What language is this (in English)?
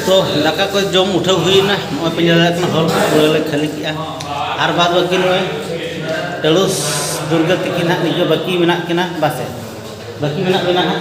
Santali